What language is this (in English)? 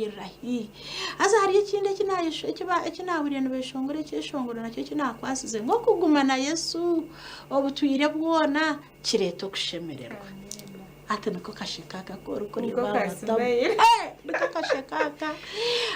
Nyankole